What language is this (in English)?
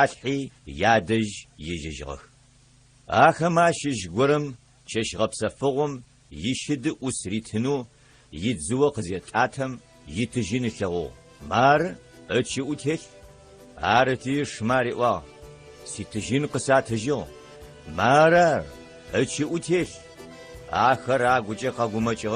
Adyghe